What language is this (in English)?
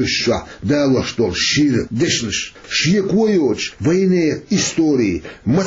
Chechen